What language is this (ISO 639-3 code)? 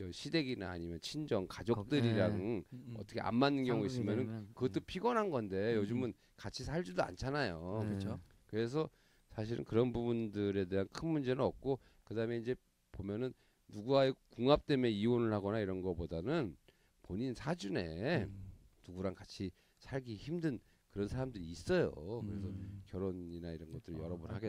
kor